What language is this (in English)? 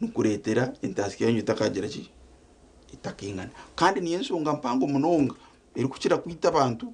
Nyankole